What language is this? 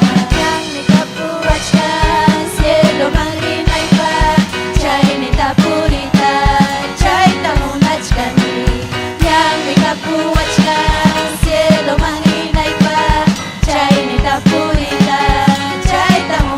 Ayacucho Quechua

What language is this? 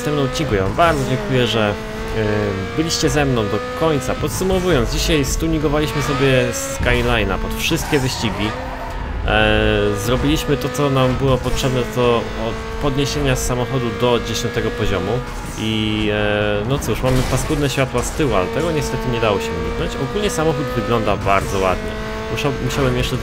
Polish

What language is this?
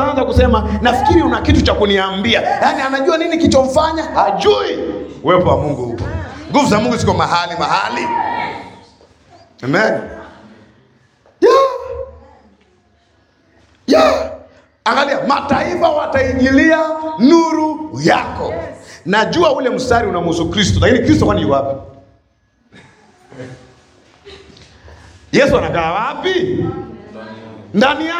Swahili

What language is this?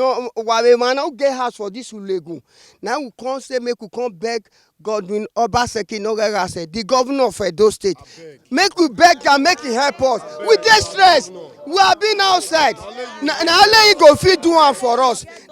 Nigerian Pidgin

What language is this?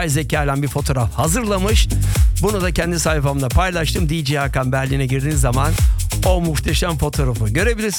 Turkish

